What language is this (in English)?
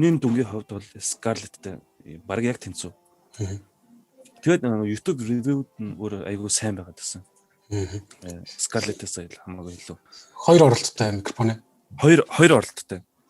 Mongolian